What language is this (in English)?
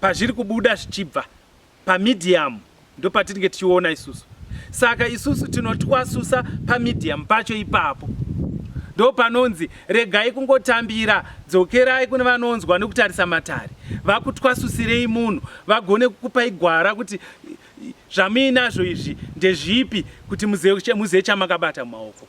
Shona